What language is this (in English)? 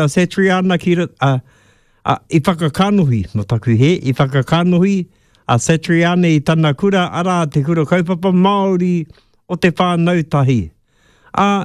Māori